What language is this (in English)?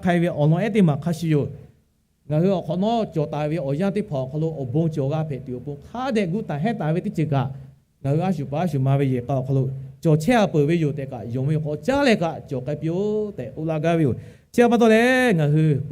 Lahu